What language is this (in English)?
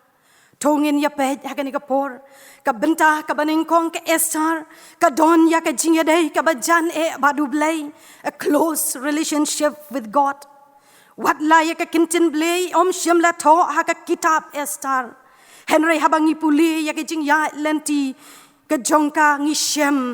Khasi